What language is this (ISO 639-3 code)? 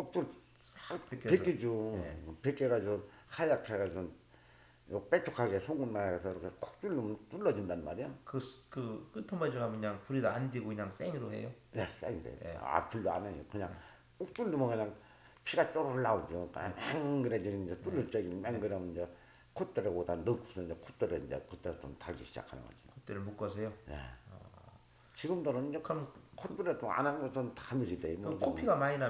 kor